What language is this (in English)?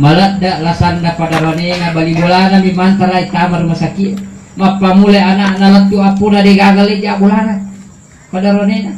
Buginese